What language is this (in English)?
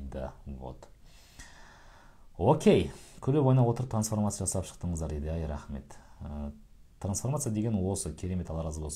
Kazakh